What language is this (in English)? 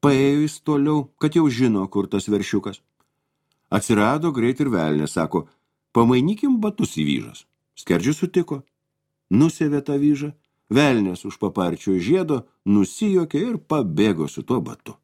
Lithuanian